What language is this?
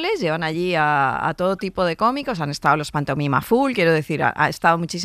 Spanish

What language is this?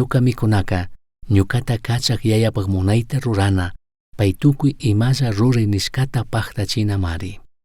Chimborazo Highland Quichua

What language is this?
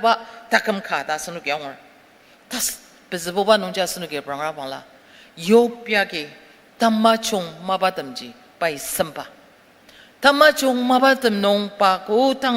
Ao Naga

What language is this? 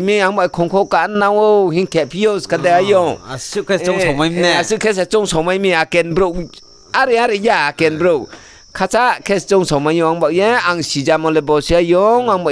Riang (India)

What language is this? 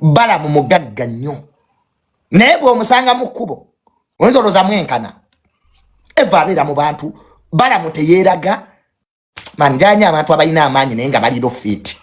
Ganda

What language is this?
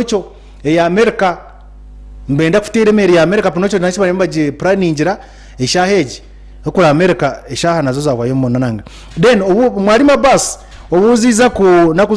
Nyankole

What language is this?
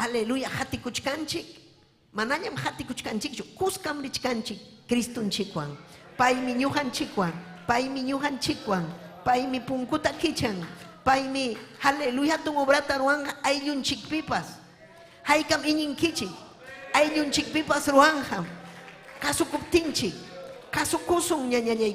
Ayacucho Quechua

